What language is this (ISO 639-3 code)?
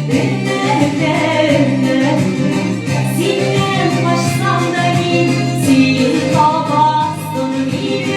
tat